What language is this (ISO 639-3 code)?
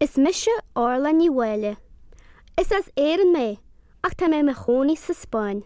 gle